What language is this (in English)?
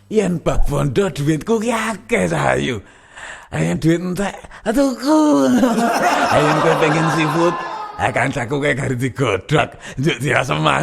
Javanese